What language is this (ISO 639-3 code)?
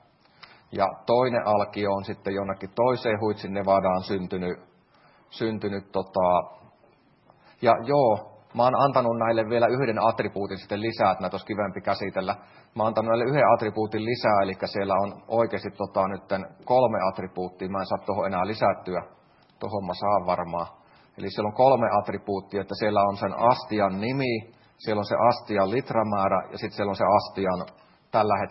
fin